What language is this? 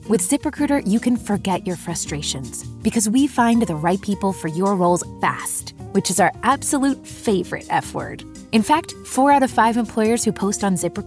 English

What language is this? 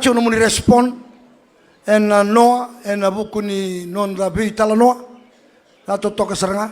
Fijian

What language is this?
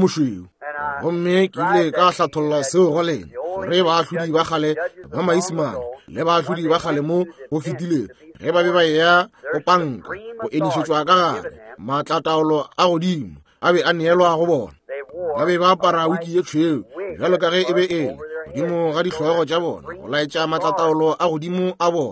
Northern Sotho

